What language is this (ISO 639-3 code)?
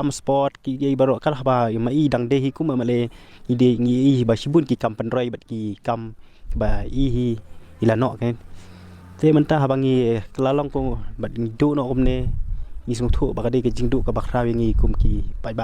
kha